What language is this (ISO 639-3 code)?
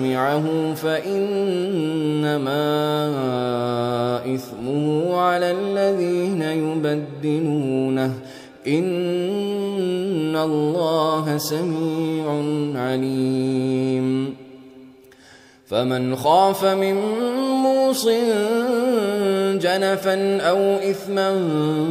ara